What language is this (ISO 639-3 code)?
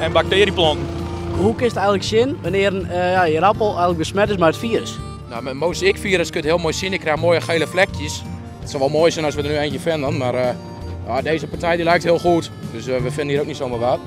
fry